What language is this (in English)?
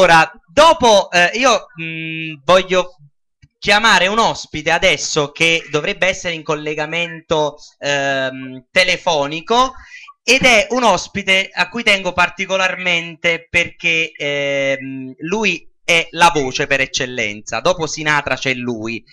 Italian